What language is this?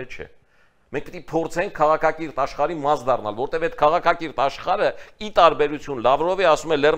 Armenian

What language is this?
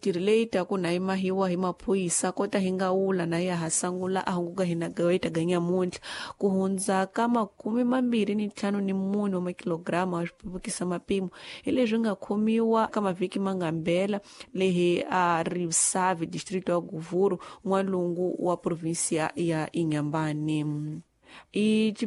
Tsonga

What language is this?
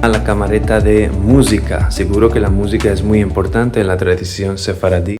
Ladino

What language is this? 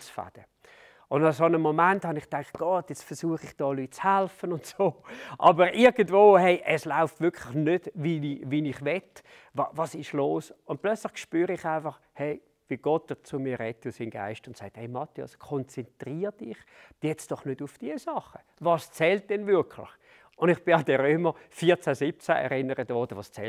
Swiss German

